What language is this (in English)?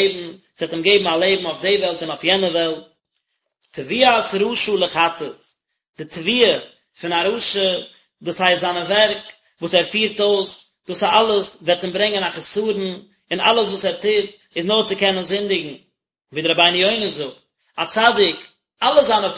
Yiddish